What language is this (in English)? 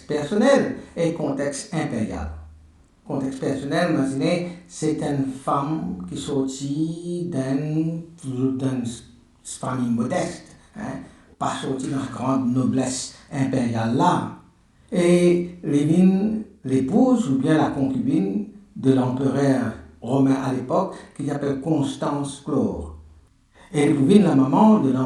Morisyen